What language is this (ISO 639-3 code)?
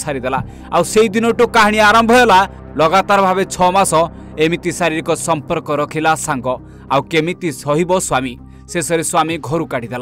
ori